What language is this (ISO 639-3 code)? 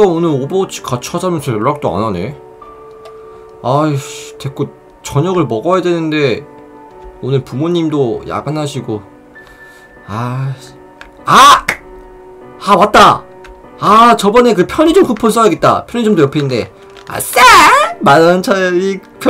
kor